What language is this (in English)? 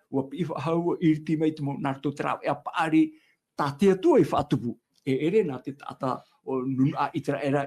Tahitian